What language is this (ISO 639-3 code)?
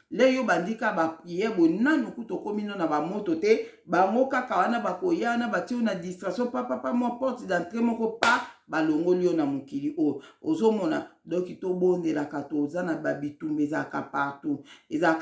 lin